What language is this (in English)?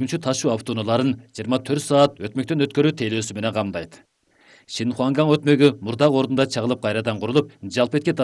Kyrgyz